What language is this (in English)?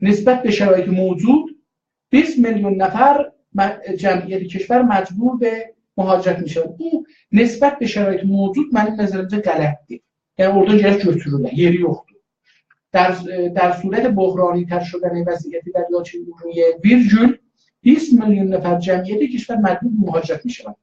South Azerbaijani